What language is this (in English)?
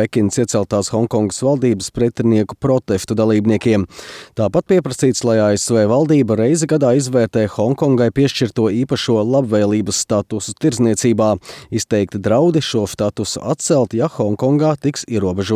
Latvian